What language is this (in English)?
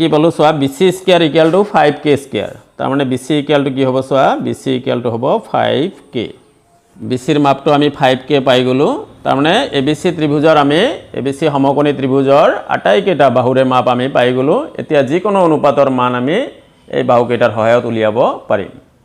Assamese